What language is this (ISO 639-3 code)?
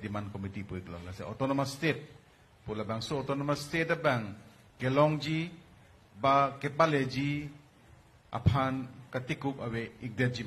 mjw